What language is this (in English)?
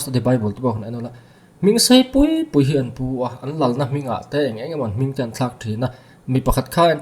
Mizo